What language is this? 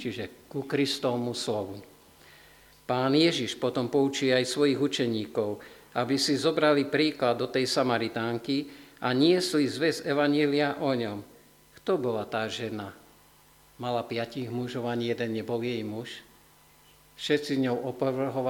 Slovak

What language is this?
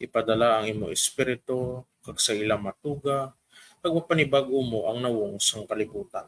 Hiligaynon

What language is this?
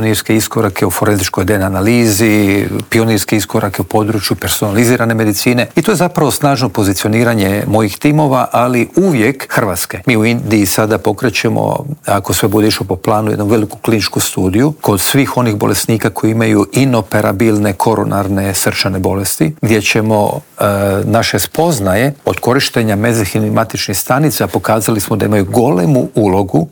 Croatian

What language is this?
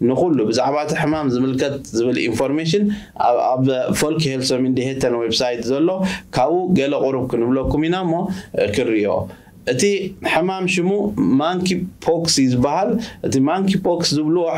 Tigrinya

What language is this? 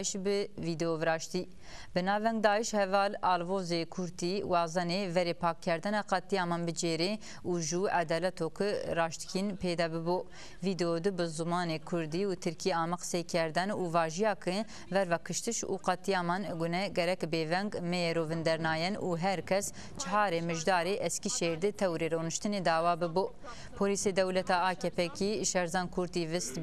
Zaza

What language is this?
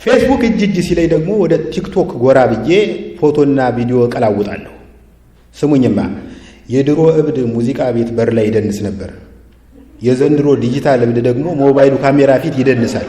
Amharic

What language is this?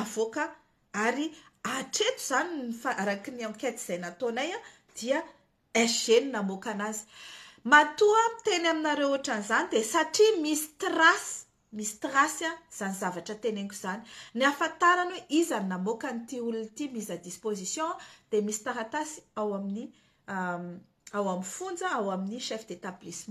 Malagasy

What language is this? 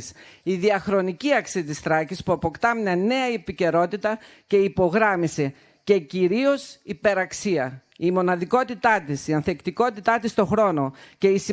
Greek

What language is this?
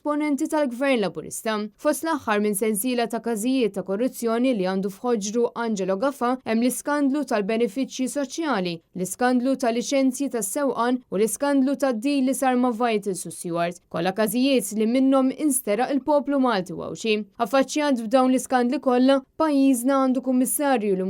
Maltese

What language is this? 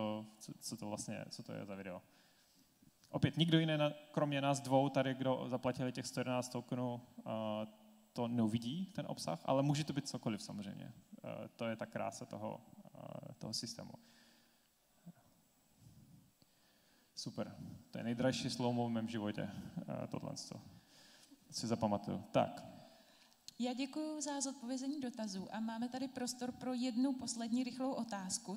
Czech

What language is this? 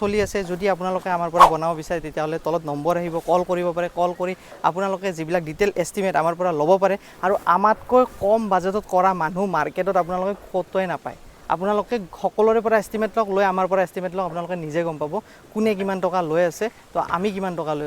Assamese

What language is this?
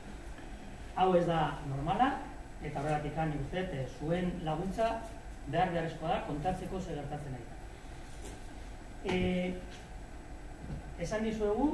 Basque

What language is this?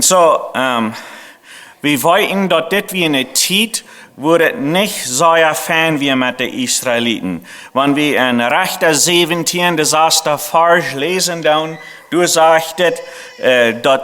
Plautdietsch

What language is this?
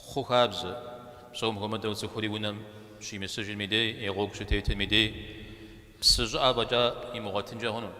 Kabardian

